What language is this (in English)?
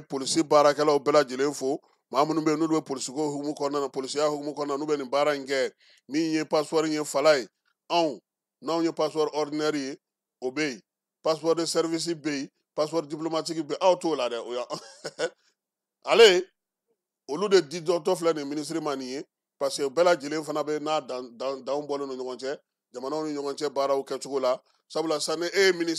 Bambara